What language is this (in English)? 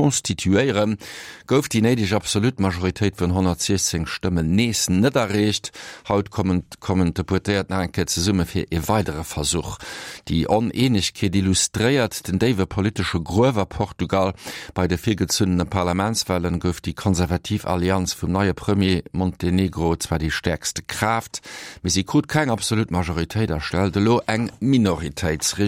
Luxembourgish